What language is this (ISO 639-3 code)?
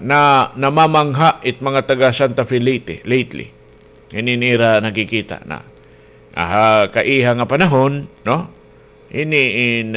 war